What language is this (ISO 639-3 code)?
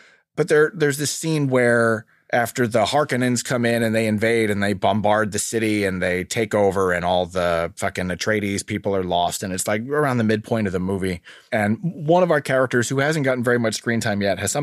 eng